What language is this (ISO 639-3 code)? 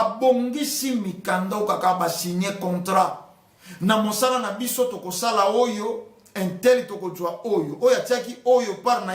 lin